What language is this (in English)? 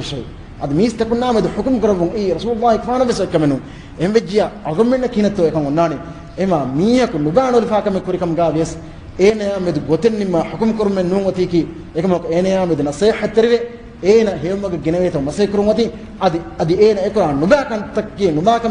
Divehi